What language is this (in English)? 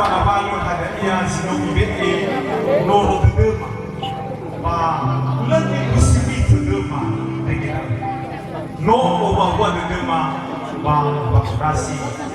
Nias